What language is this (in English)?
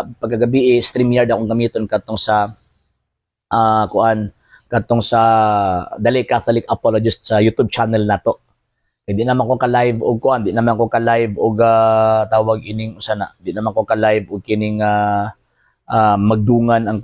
Cebuano